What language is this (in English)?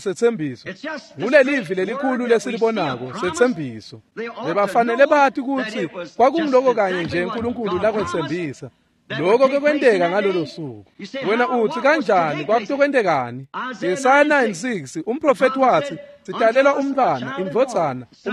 Swati